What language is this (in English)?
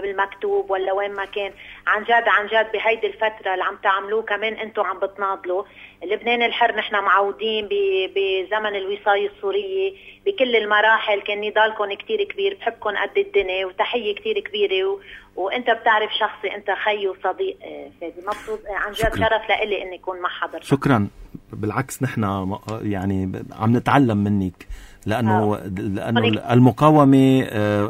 North Levantine Arabic